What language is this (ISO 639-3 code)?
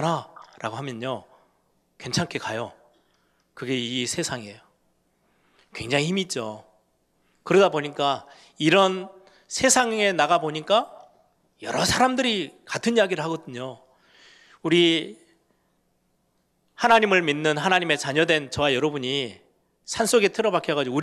kor